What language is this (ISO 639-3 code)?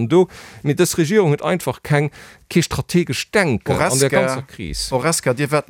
ltz